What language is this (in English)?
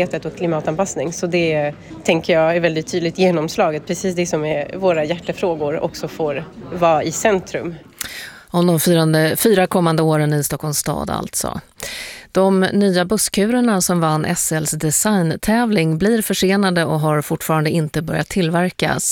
Swedish